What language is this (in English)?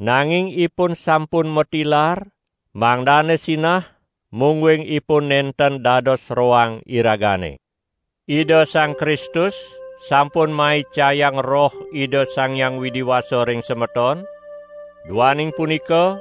Balinese